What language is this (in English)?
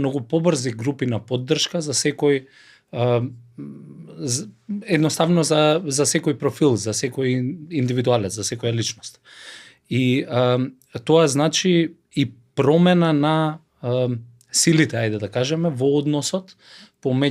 Macedonian